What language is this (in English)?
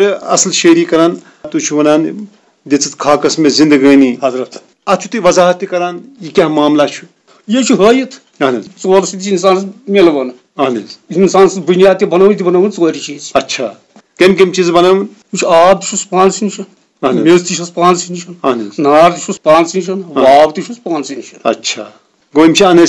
Kashmiri